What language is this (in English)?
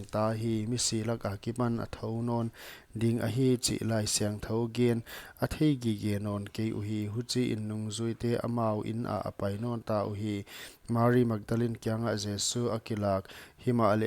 Paite Chin